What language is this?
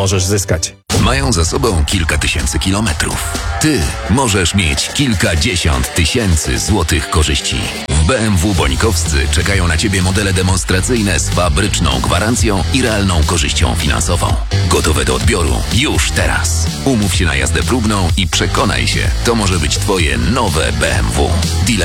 Polish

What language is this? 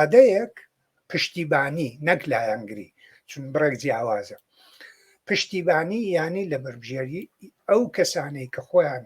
Central Kurdish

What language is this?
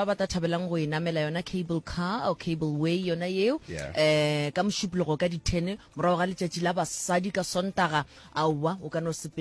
Northern Sotho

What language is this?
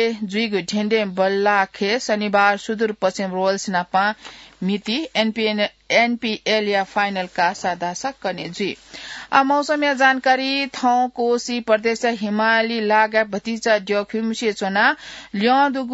Newari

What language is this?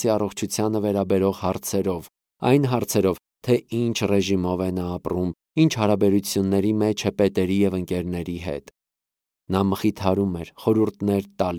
Armenian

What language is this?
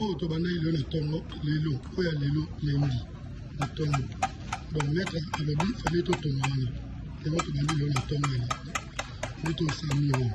Lingala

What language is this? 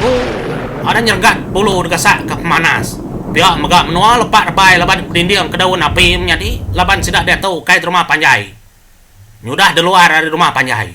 Iban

